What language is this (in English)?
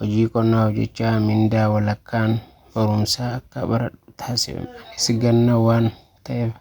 Oromo